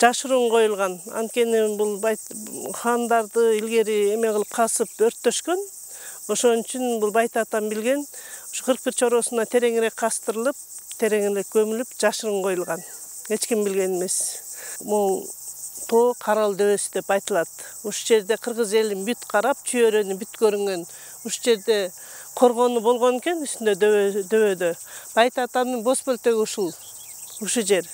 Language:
Kyrgyz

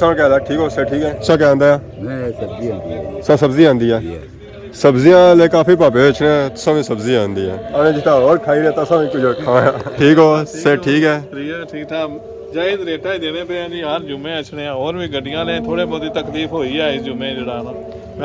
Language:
Pahari-Potwari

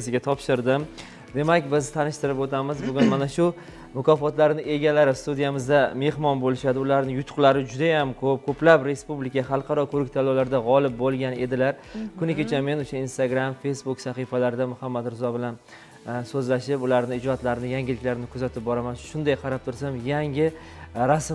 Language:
Uzbek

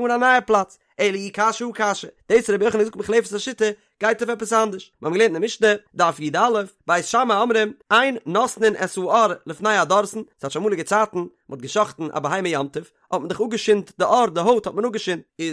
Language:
Yiddish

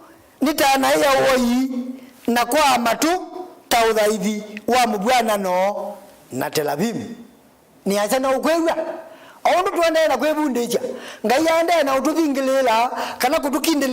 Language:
Kamba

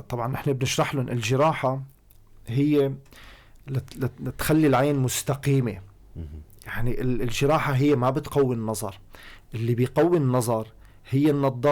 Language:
North Levantine Arabic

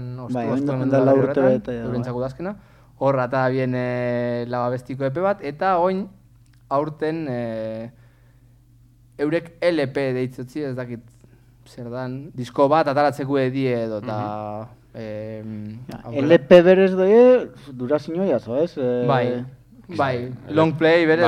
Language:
Basque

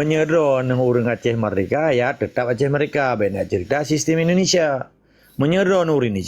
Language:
Achinese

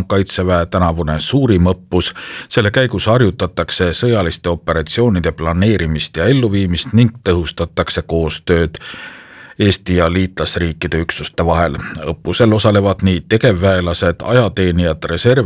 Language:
Estonian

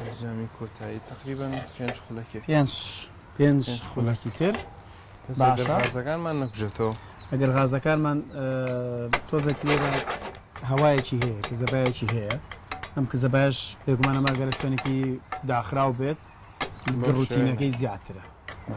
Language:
Central Kurdish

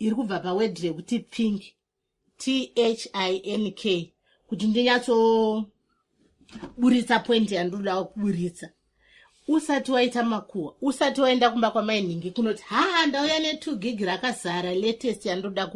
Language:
Shona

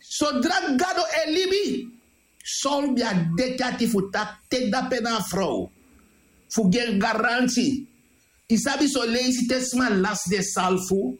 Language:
Sranan Tongo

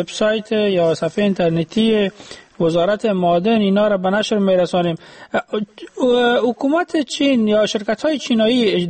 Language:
Persian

